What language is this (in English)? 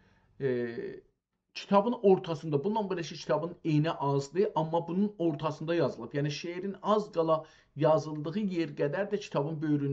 South Azerbaijani